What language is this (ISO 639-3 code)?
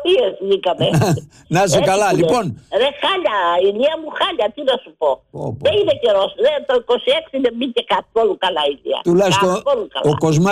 ell